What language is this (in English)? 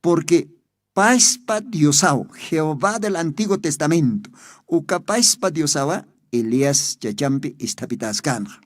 Aymara